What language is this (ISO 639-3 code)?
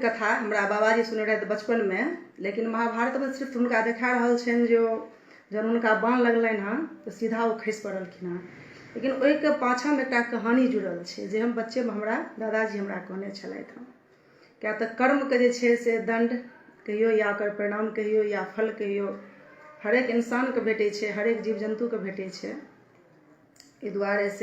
mai